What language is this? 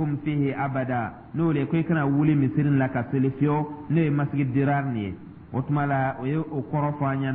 Dyula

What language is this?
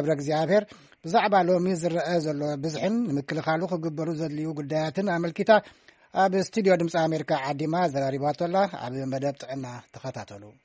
Tigrinya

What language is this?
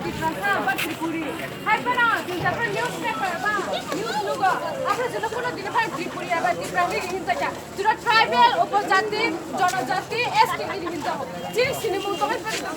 Kok Borok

